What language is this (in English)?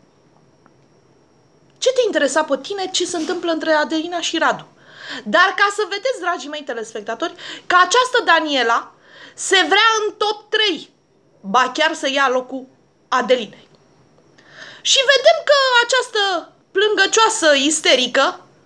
Romanian